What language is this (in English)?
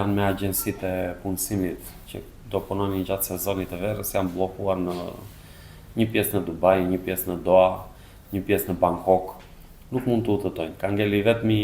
Albanian